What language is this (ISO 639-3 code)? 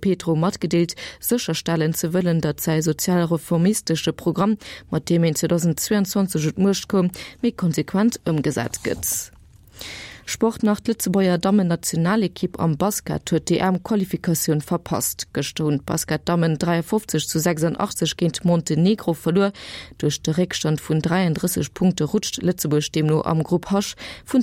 ltz